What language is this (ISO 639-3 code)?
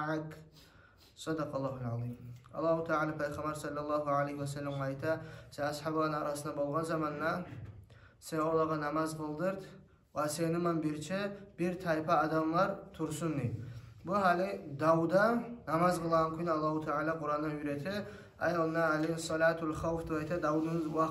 kum